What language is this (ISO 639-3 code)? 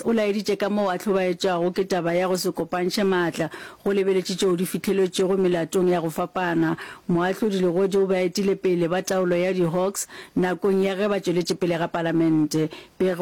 nso